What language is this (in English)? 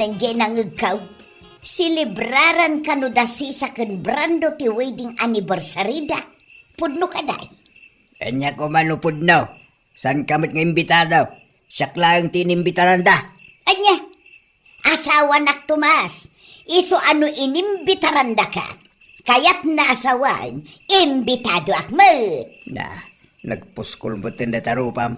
Iloko